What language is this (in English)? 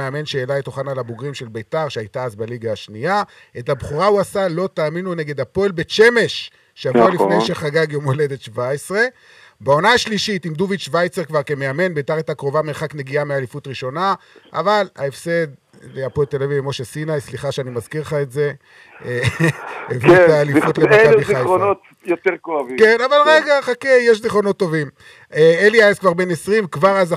Hebrew